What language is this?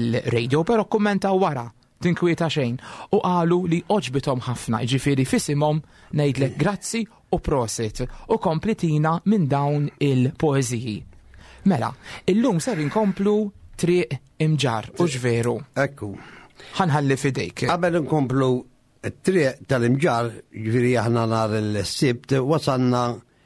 Maltese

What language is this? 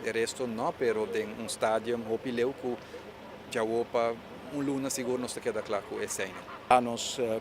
Papiamento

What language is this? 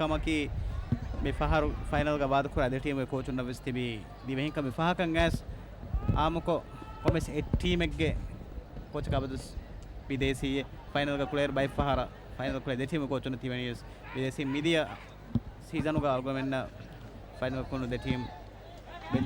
Divehi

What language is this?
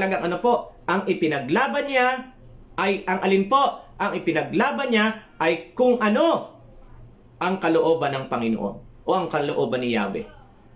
Filipino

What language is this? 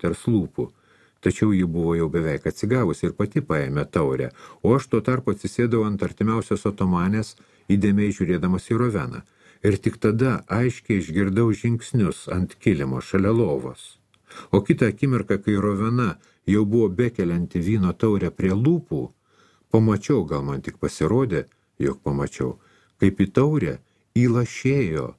Lithuanian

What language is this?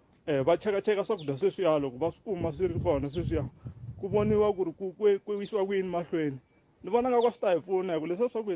Tsonga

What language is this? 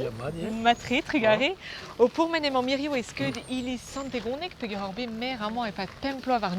Breton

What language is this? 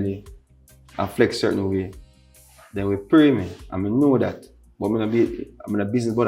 Jamaican Creole English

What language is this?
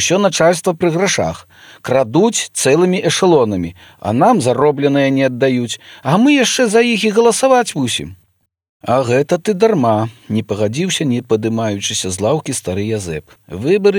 Belarusian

